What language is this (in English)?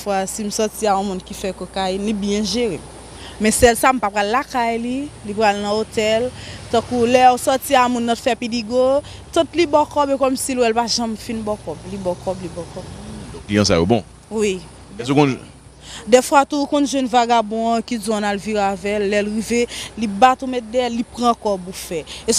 Haitian Creole